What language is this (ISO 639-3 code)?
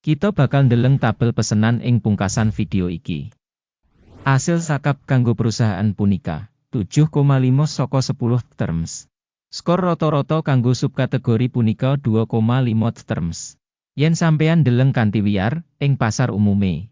jav